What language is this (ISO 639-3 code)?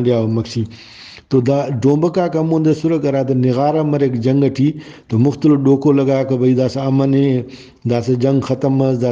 brh